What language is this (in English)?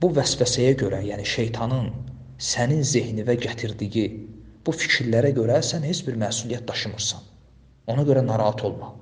Azerbaijani